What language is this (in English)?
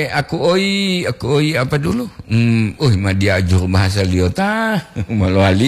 Gorontalo